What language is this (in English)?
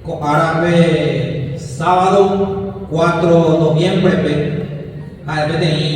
Guarani